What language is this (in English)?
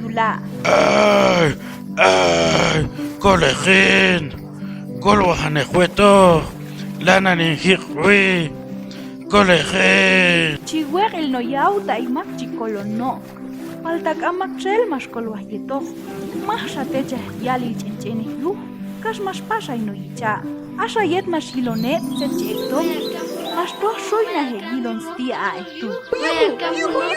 Q'anjob'al